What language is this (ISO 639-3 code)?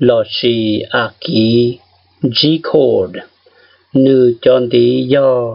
hmn